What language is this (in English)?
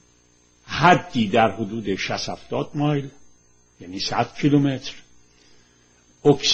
Persian